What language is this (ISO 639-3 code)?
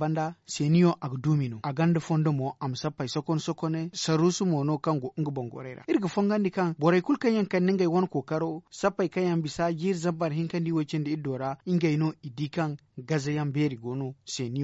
dje